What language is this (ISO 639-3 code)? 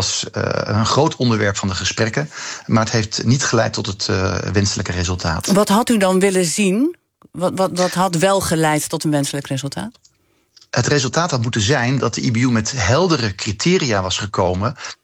nld